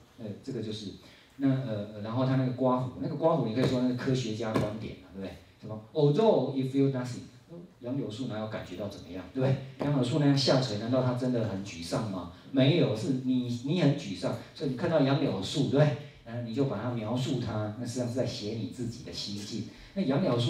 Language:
Chinese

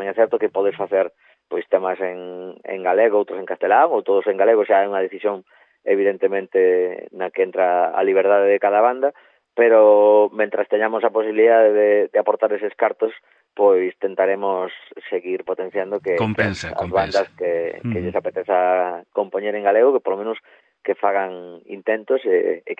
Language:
Galician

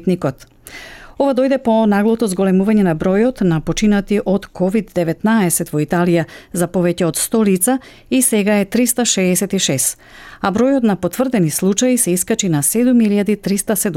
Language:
Macedonian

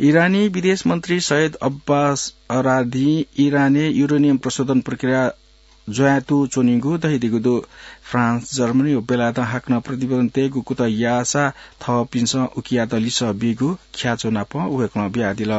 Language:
Newari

